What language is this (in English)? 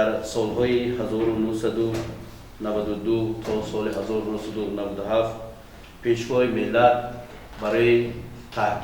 Tajik